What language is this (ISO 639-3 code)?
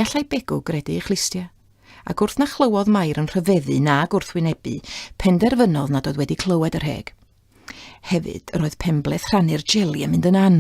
cym